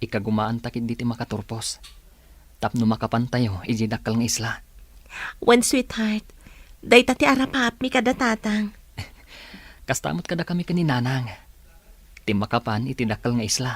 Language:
Iloko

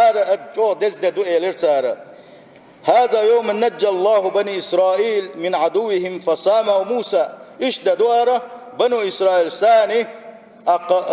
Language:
Chechen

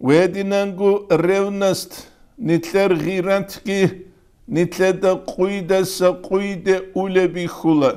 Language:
Avaric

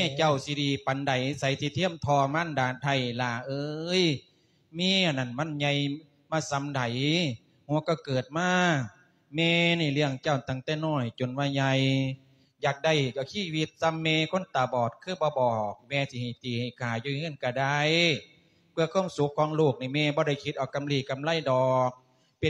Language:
Lao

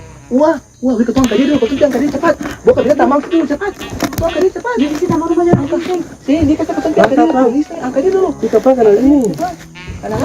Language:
Ambonese Malay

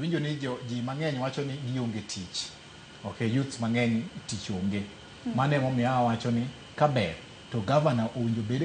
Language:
Luo (Kenya and Tanzania)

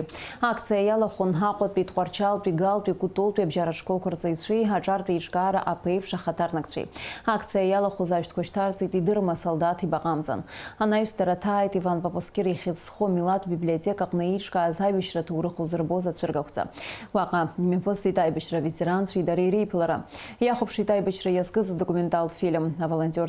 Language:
Abkhazian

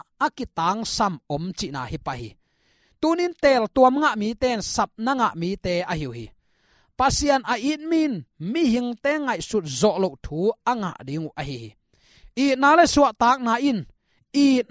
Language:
Tedim Chin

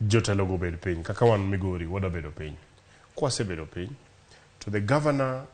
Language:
Luo (Kenya and Tanzania)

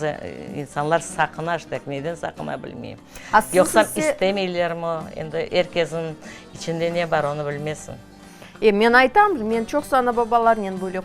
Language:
Crimean Tatar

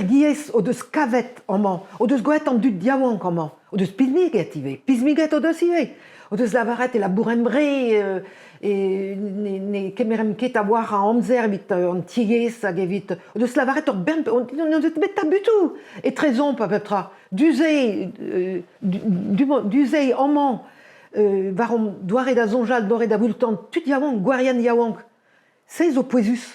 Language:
Breton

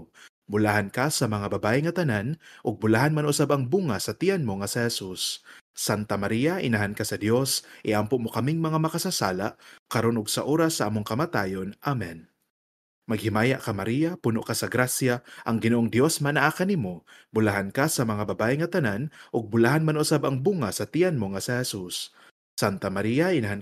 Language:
Cebuano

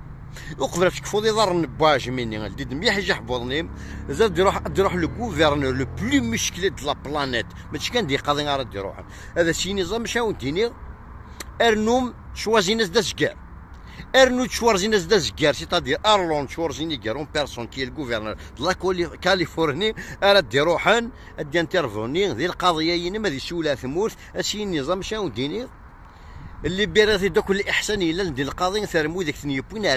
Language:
Kabyle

